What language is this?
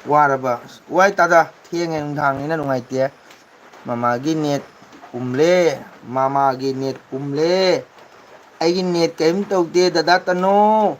Manipuri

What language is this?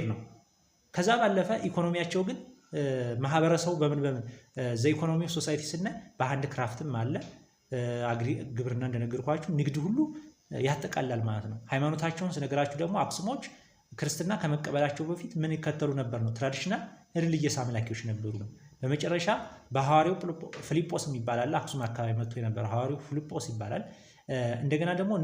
Amharic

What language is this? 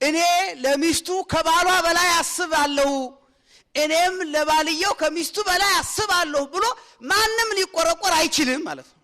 Amharic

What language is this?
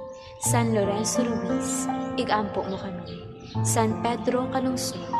Hiligaynon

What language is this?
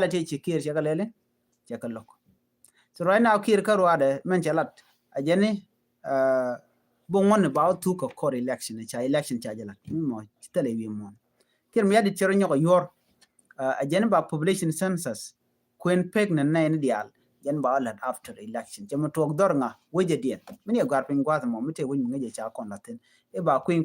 Nuer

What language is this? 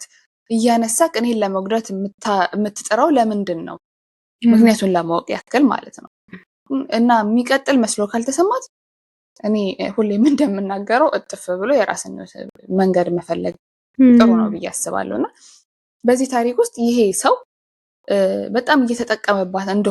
Amharic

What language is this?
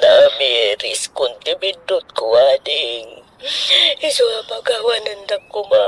Iloko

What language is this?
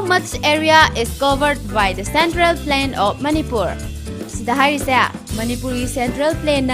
Manipuri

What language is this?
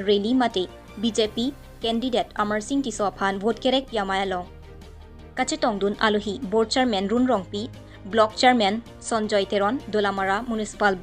Karbi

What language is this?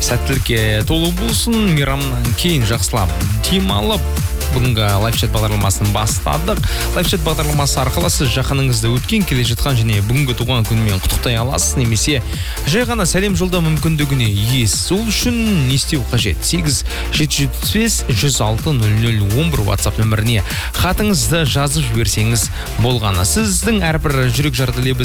Kazakh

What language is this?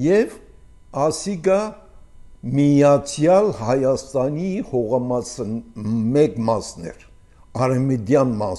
Armenian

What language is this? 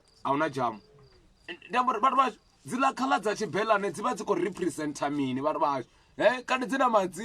Venda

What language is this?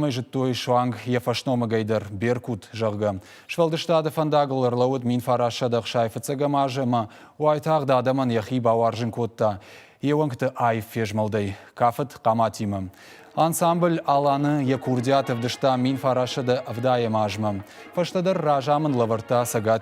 Ossetic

